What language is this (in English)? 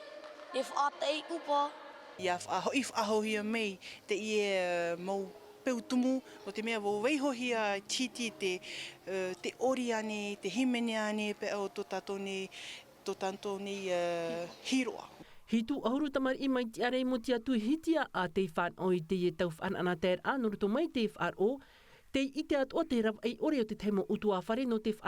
Tahitian